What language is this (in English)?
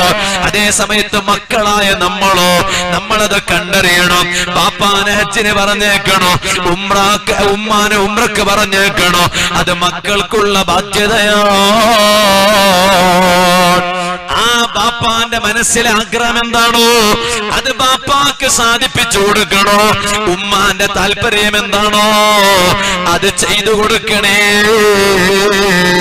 Malayalam